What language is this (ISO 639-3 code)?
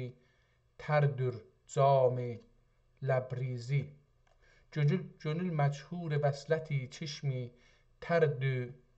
azb